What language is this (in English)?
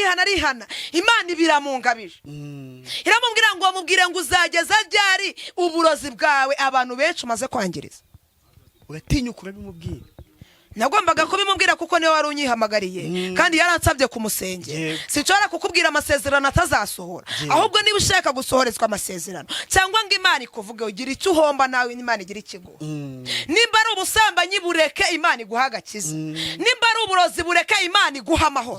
Kinyarwanda